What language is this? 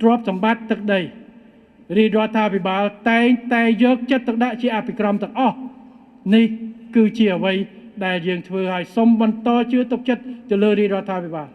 Khmer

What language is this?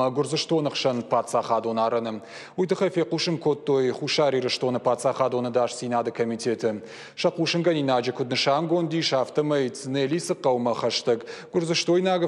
Ossetic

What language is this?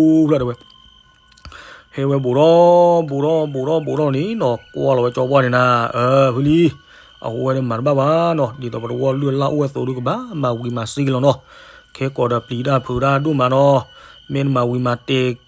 S'gaw Karen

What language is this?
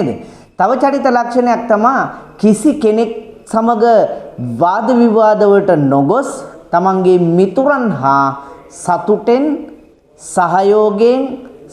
Sinhala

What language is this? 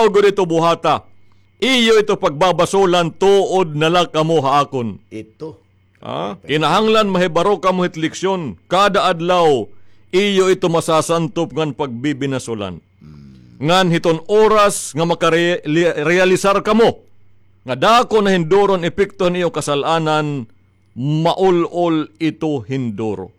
Waray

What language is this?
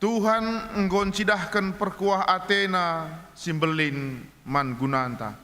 Batak Karo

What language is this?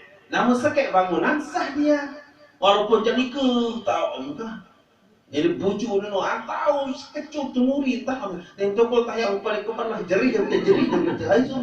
Sasak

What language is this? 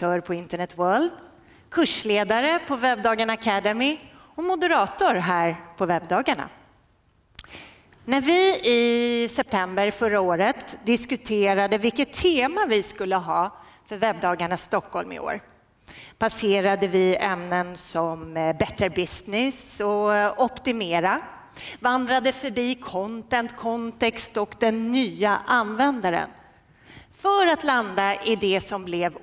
Swedish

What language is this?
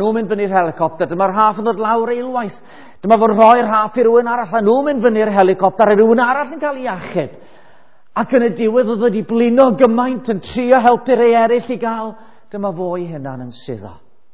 Welsh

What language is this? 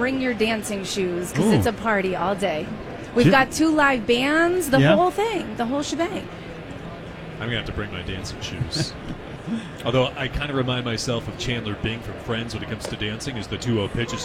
English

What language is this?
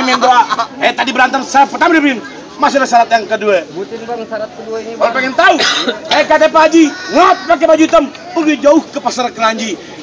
Betawi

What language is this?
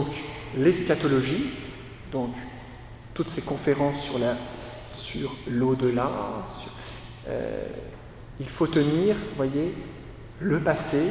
French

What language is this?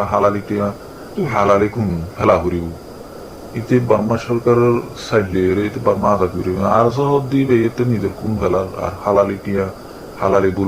Rohingya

